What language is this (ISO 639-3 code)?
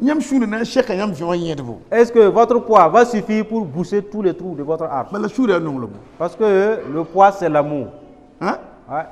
mos